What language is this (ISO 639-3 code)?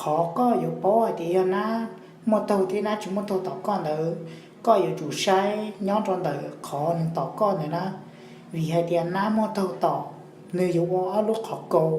hmn